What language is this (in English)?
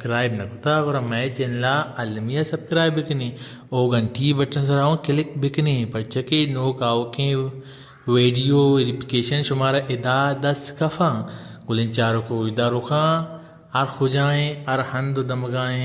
Baluchi